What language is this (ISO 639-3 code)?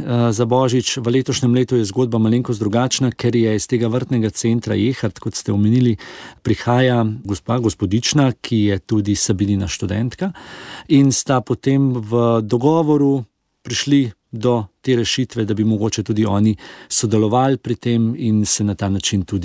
slv